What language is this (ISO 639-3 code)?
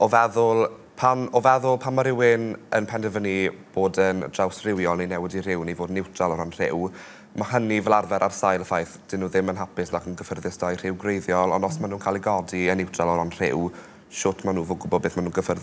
cym